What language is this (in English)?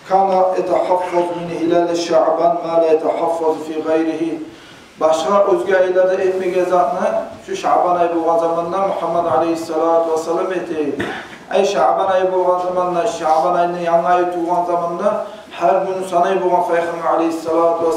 Kumyk